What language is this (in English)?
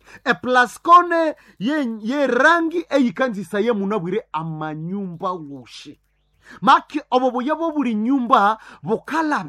Nande